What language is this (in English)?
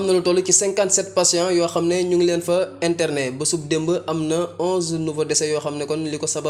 Wolof